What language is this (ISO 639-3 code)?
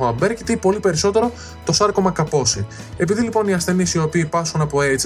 ell